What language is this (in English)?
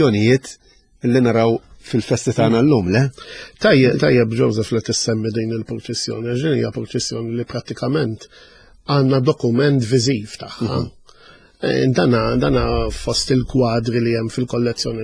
Maltese